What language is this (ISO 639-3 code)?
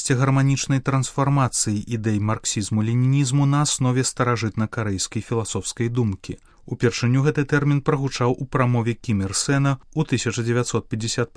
bel